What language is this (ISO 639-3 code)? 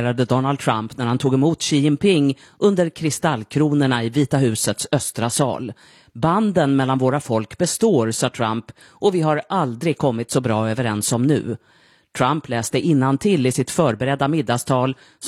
swe